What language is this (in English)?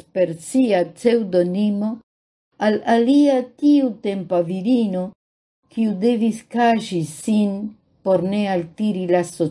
Esperanto